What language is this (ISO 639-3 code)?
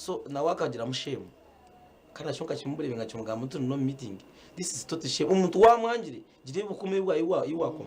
nyn